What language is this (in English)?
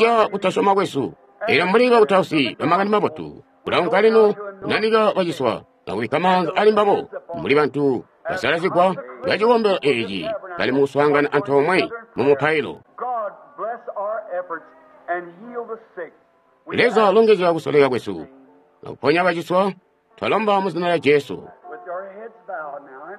Tonga (Zambia)